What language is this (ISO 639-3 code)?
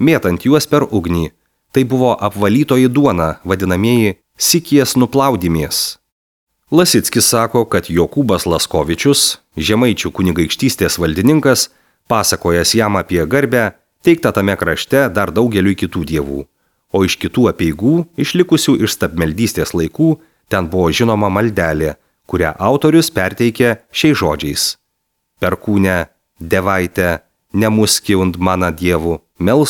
lit